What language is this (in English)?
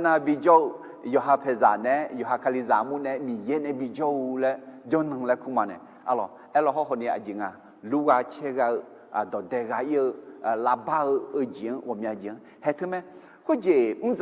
Akha